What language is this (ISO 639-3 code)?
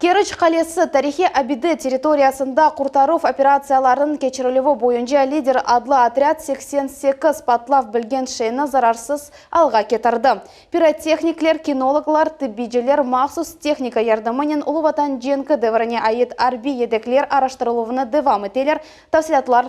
crh